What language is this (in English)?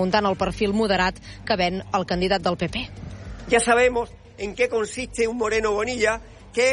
Catalan